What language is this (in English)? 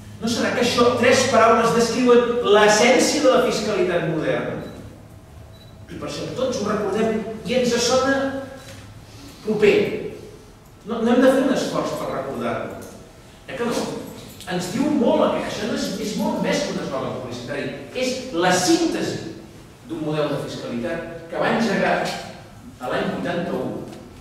Catalan